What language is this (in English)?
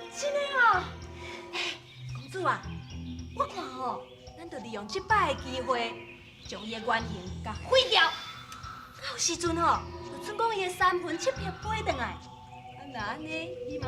Min Nan Chinese